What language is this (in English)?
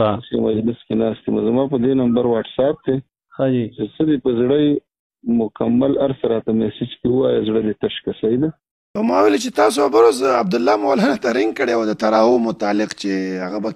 Pashto